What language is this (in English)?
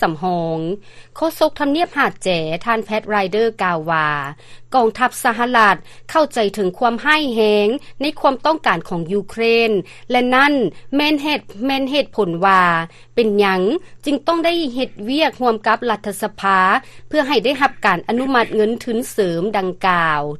Lao